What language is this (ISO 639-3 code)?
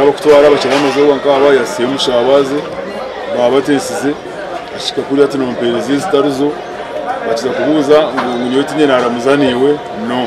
nyn